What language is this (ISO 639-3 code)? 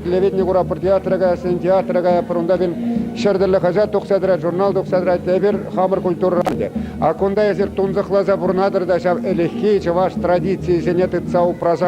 chv